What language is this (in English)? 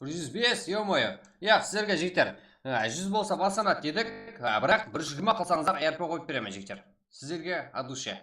Kara-Kalpak